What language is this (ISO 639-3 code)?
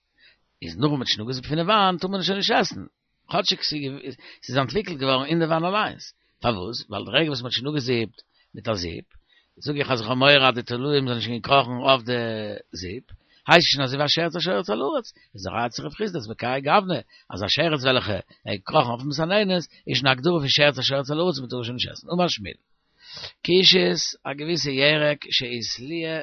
yid